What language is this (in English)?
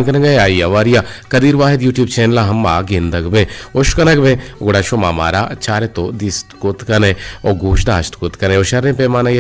Eastern Balochi